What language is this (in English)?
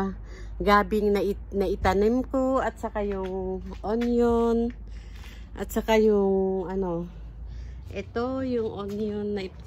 Filipino